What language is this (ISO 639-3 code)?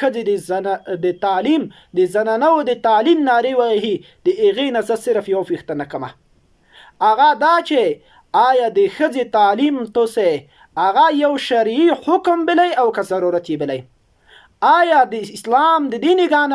pus